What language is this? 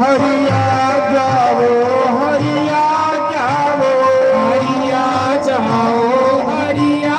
Dogri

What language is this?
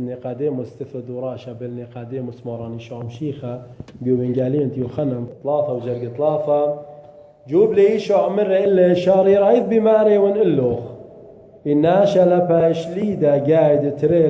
Assyrian Neo-Aramaic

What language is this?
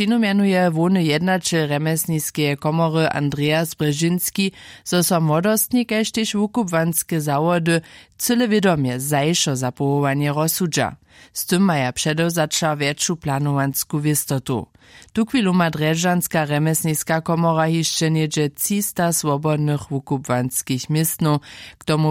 Upper Sorbian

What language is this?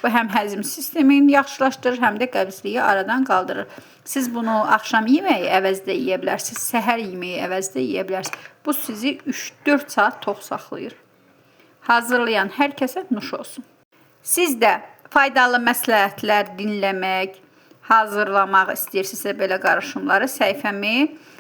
Azerbaijani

